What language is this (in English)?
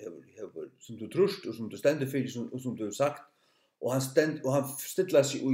Faroese